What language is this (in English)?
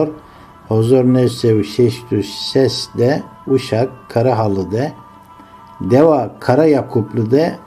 Zaza